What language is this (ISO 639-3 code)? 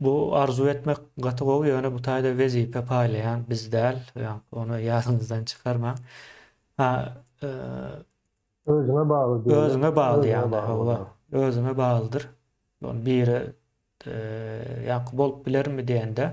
tuk